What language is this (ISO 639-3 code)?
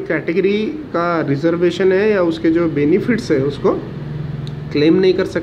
hin